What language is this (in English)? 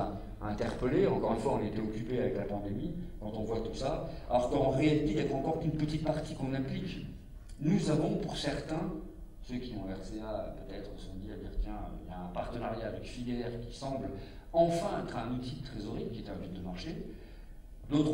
French